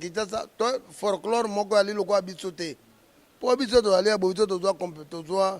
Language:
Lingala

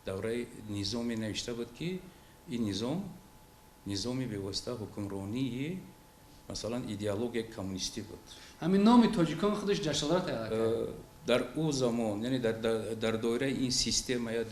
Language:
Tajik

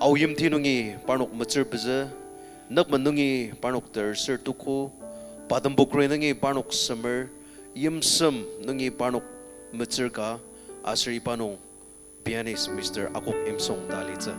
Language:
Ao Naga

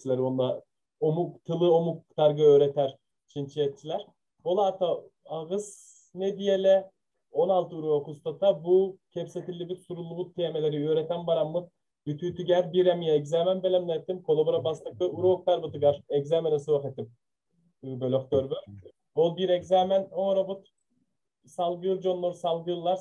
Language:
Yakut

